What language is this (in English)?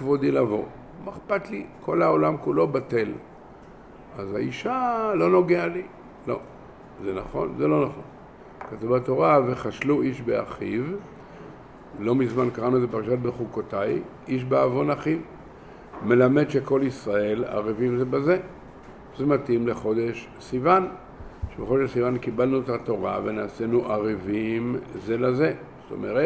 Hebrew